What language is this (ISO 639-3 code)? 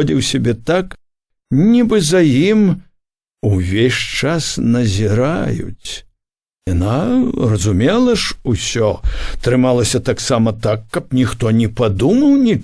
bel